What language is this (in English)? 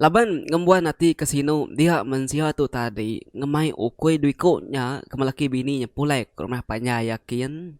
Iban